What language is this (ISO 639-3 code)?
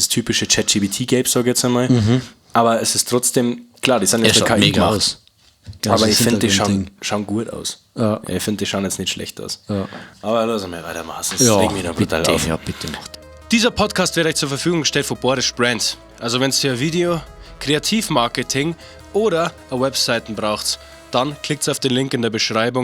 bar